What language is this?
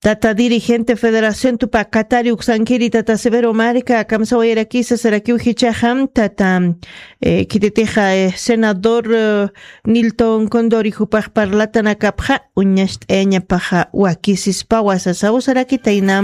Aymara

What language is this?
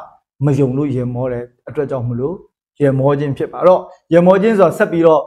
Burmese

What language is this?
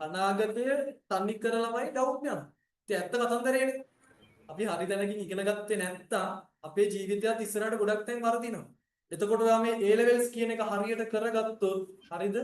Sinhala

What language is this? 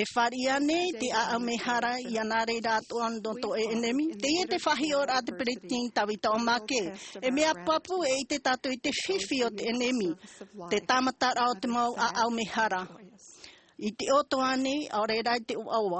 Tahitian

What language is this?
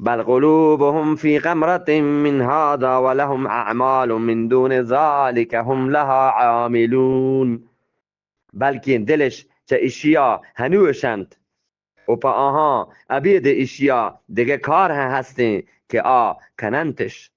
Eastern Balochi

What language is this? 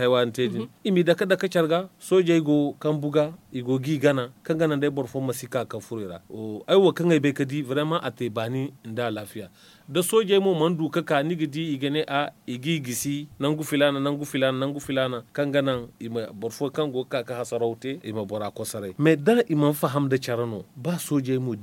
Zarma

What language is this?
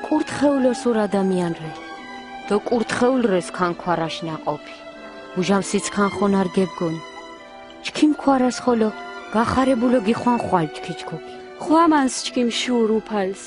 Mingrelian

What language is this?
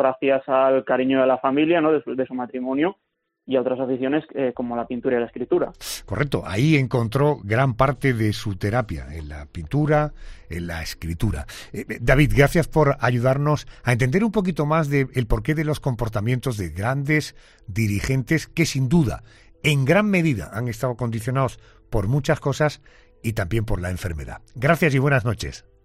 Spanish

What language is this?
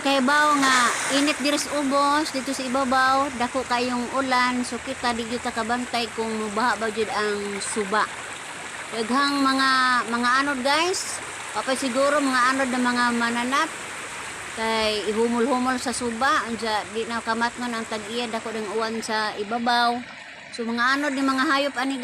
Cebuano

